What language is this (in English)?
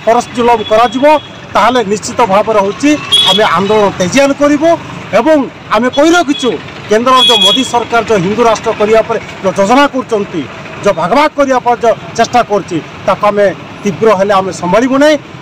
Odia